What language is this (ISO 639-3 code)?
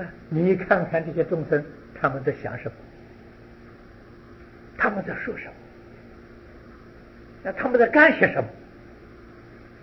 zho